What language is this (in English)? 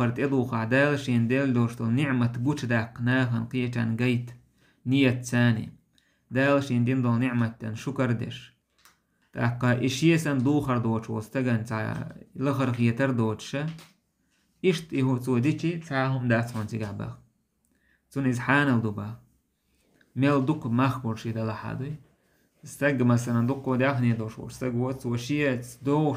Chechen